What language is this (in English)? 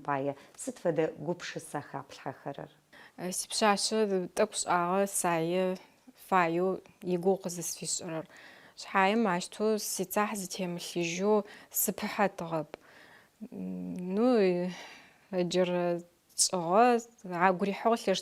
Adyghe